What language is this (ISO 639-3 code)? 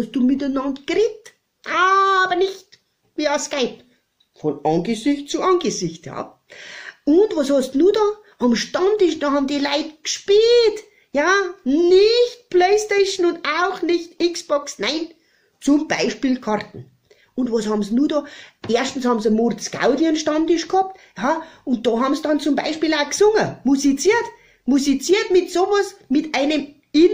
bar